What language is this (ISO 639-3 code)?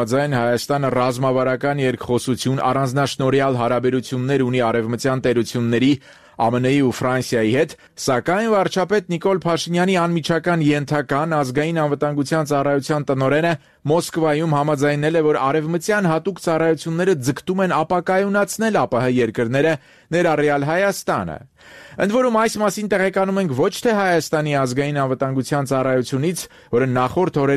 hye